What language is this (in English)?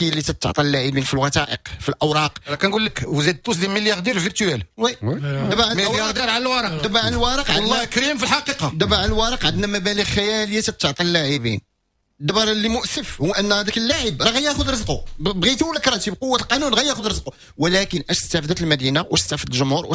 Moroccan Arabic